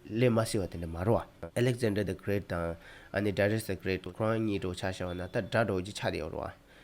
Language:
Tibetan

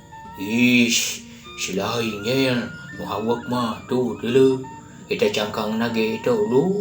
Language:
Sundanese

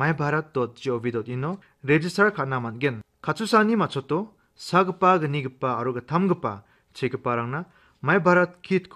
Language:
Garo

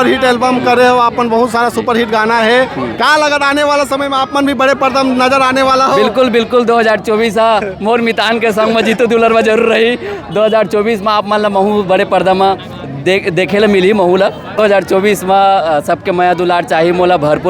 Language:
Chhattisgarhi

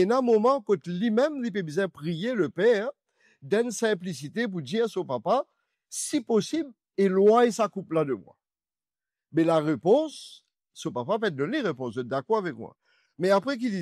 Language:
Morisyen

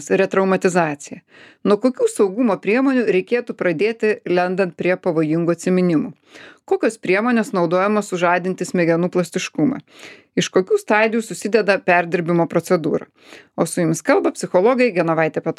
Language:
Lithuanian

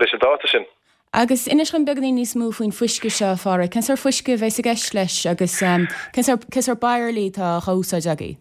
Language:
Irish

